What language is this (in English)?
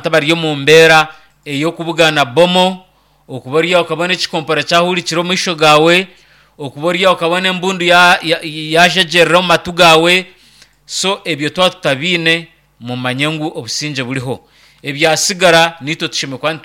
Nyankole